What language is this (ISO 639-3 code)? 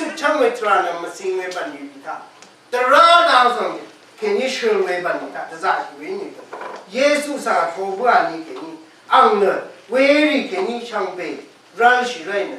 raw